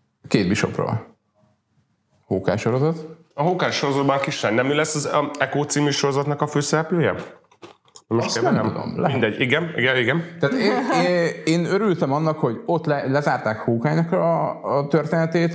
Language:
Hungarian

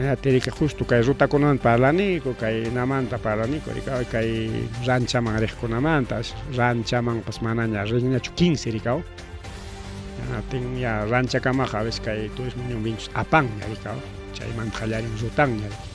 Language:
Ayacucho Quechua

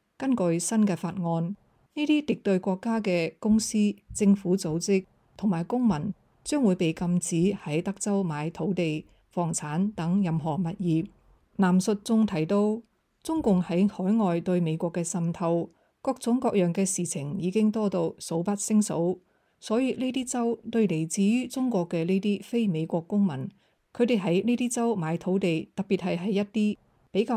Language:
Cantonese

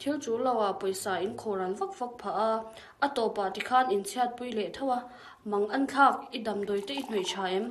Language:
Mizo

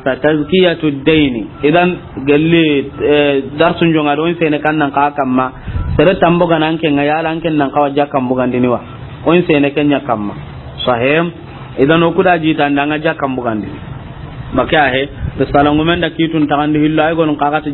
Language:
Soninke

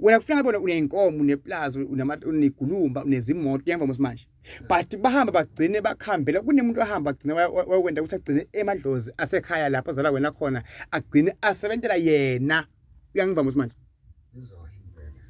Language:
Zulu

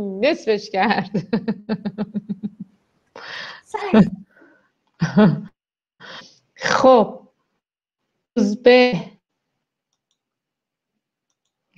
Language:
Persian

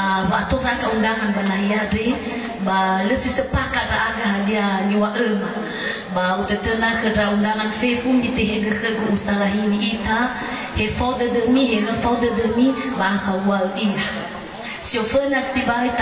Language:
Nias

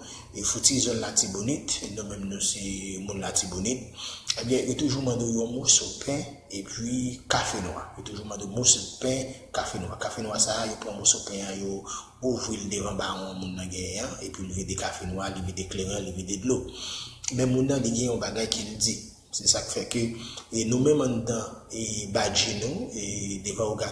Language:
Haitian Creole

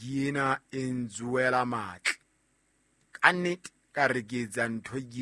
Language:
Southern Sotho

